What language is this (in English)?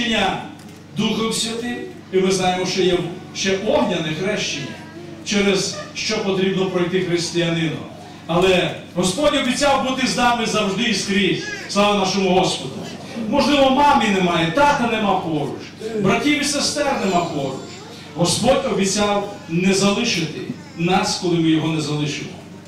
Ukrainian